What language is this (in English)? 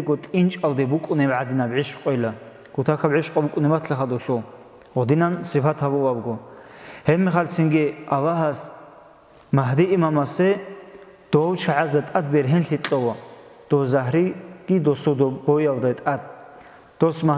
Avaric